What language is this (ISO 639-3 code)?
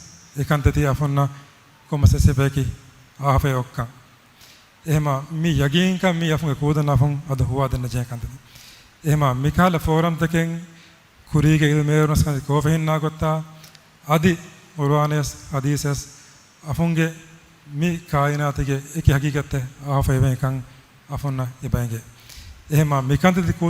div